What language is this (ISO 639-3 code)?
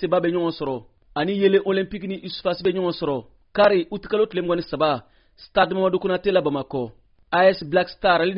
bam